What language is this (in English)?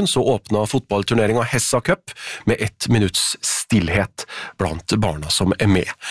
Norwegian